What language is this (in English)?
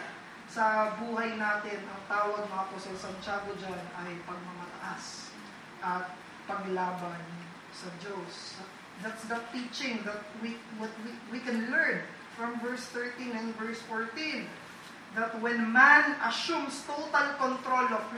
Filipino